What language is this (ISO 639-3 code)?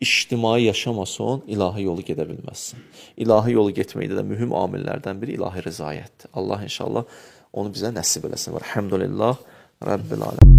aze